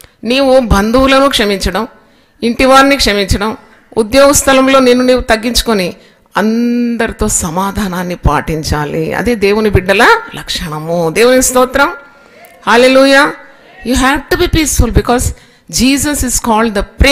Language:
Telugu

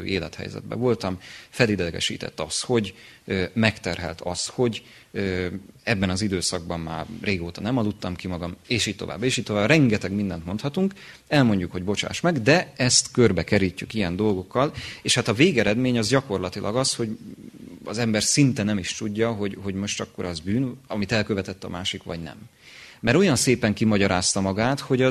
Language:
Hungarian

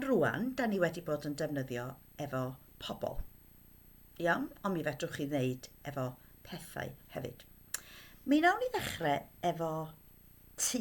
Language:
Welsh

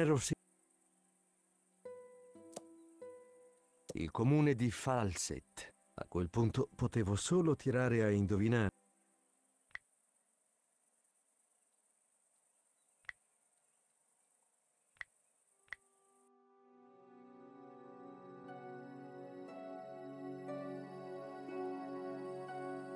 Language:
Italian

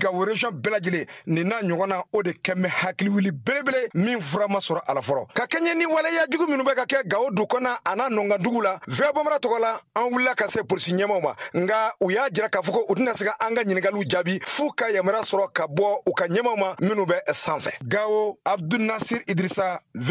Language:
Bambara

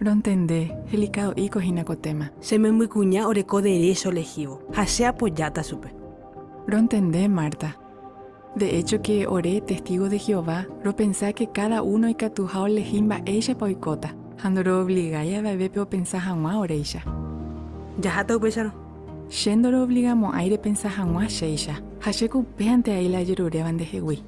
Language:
Guarani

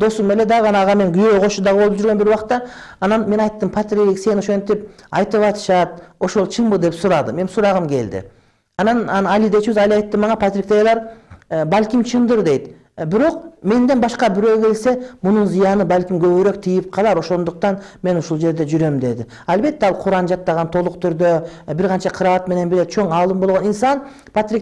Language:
Kyrgyz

